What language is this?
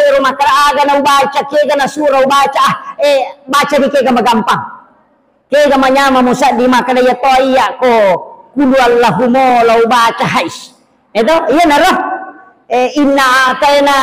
Buginese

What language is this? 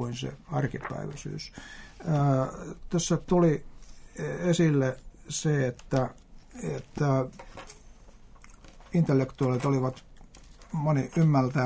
Finnish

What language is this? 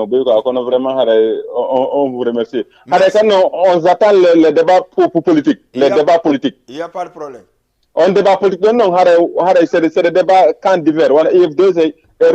Fula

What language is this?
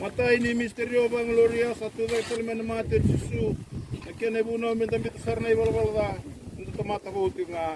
Fijian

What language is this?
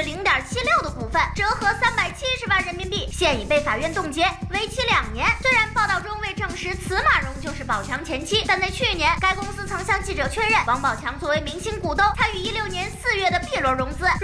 Chinese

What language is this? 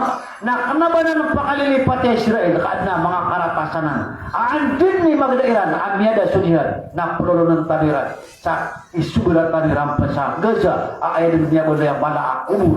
Maranao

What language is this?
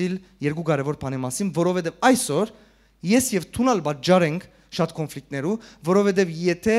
Western Armenian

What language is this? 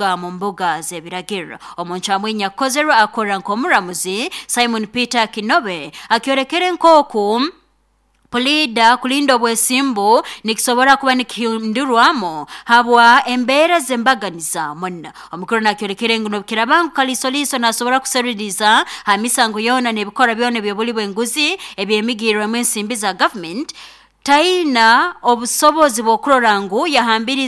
Nyankole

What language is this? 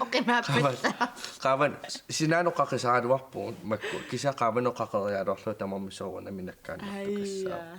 Kalaallisut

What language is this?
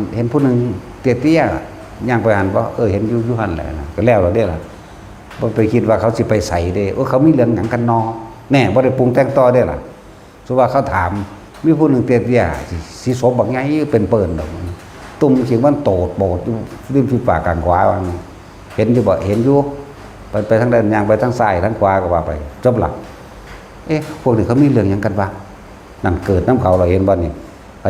Northeastern Thai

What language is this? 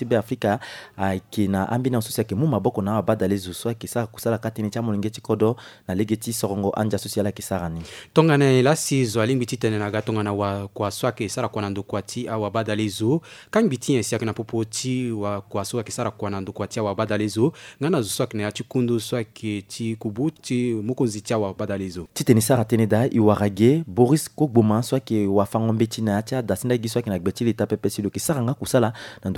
Sango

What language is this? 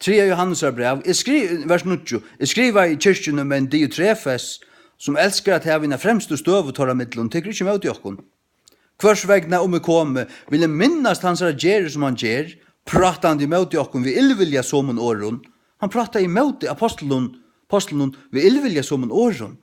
Faroese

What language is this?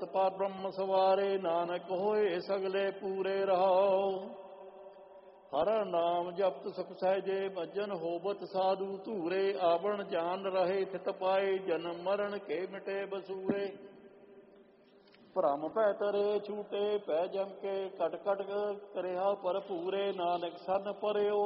Punjabi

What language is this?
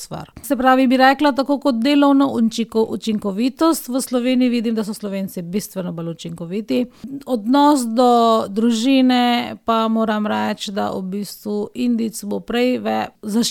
Slovenian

